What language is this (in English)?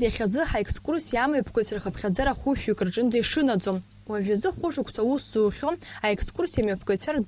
Abkhazian